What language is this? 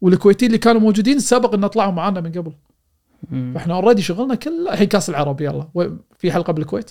Gulf Arabic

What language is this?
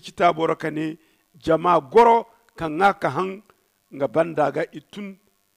Zarma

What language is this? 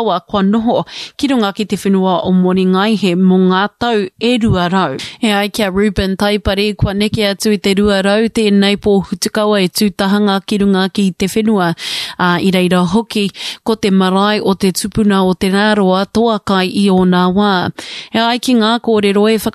Māori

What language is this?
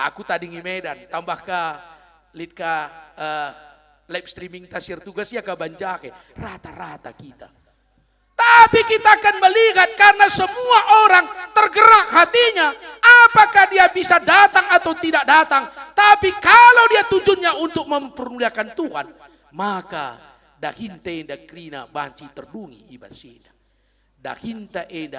Batak Karo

